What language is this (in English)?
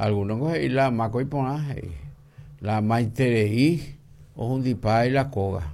Guarani